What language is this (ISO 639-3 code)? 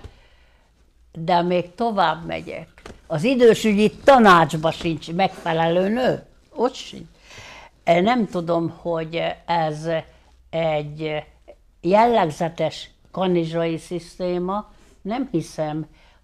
hun